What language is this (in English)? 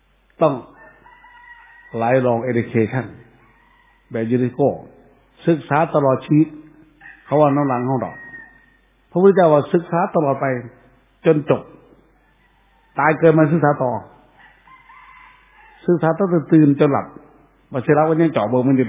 Thai